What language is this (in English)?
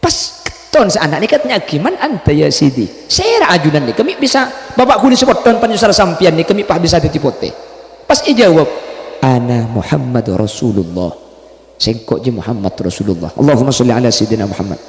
Madurese